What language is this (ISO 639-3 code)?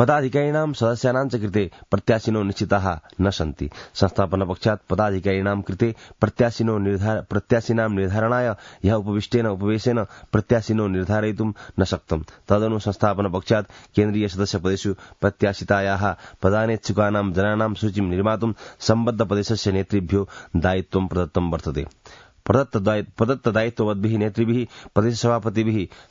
san